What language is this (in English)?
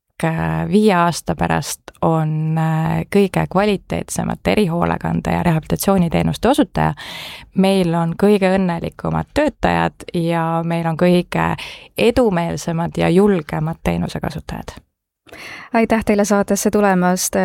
Estonian